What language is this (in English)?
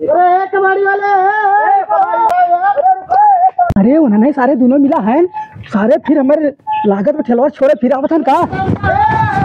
Awadhi